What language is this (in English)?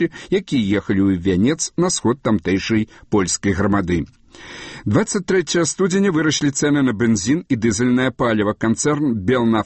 Belarusian